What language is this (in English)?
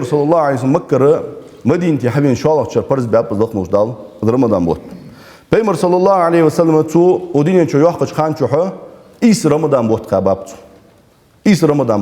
Ingush